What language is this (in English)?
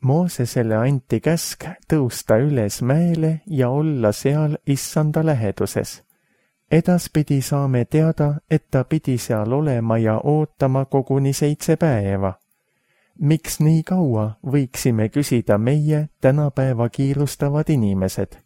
Estonian